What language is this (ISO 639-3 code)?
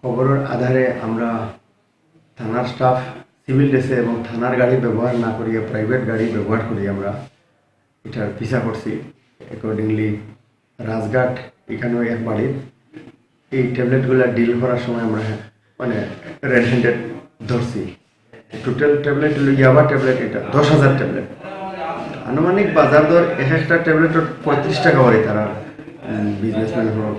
ben